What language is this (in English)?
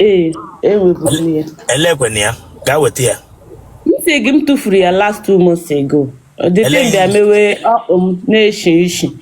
Igbo